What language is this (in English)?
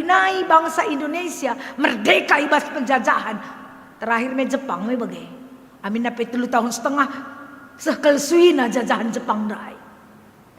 Batak Karo